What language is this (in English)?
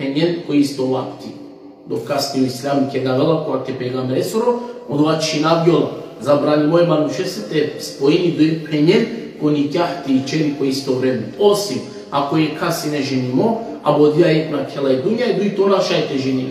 Balkan Romani